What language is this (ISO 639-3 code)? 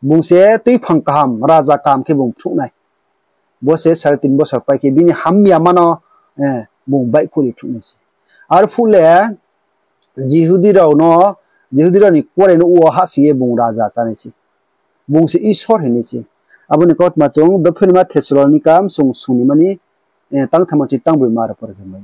ria